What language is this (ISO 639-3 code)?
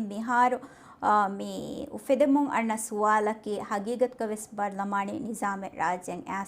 div